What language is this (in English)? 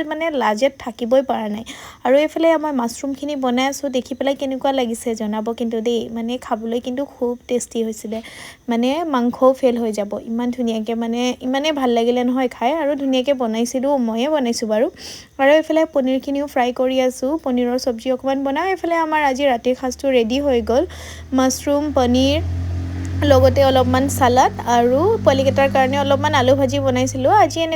Assamese